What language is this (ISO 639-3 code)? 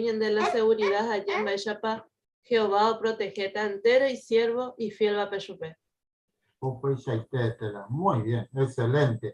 grn